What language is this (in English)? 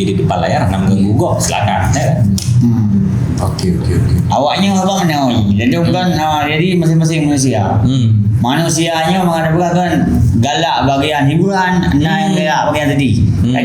Achinese